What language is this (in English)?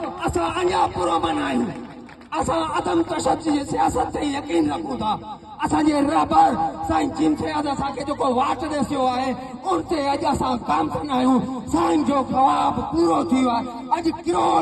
Sindhi